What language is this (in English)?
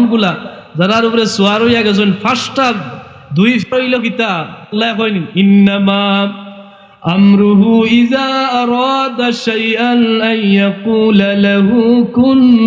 Sylheti